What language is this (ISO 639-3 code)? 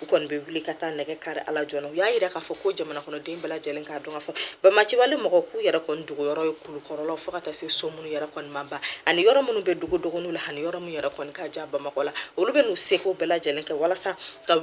bam